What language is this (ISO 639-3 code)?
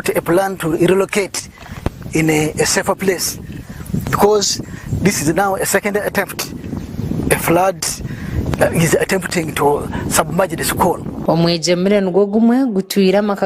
nyn